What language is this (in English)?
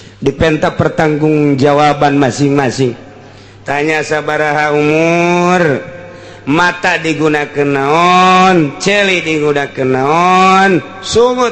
Sundanese